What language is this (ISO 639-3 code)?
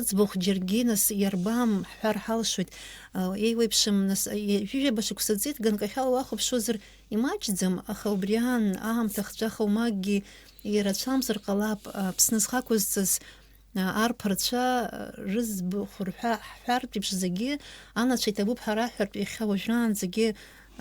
abk